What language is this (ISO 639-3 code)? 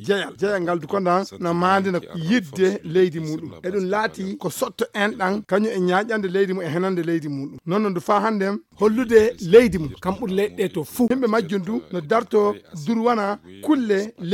ful